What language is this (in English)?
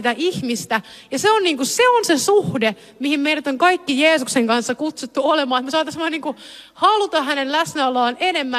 Finnish